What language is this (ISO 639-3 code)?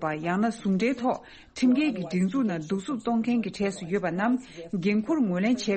bod